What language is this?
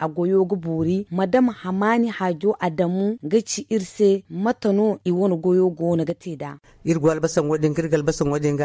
Zarma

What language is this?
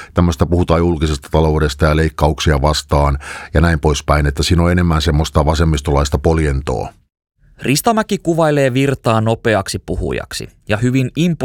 Finnish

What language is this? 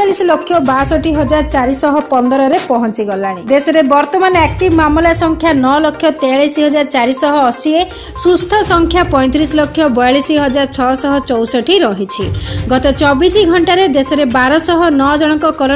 Odia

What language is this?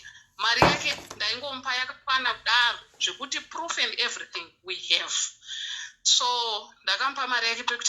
Shona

